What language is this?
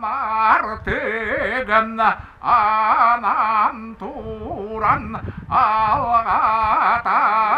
Yakut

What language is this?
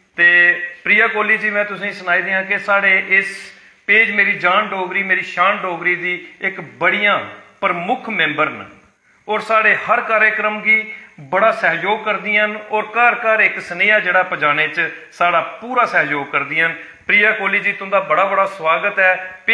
Dogri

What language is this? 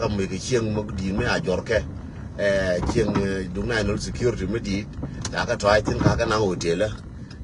Nuer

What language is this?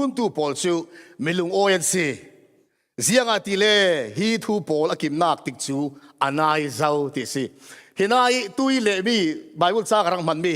Falam Chin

